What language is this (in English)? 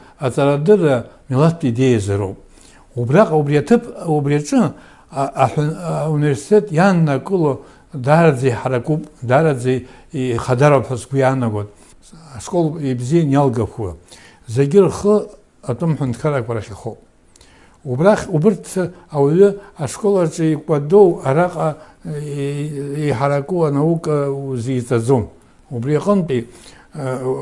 Abkhazian